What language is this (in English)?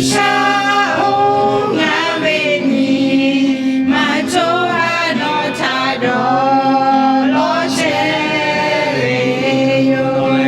Lahu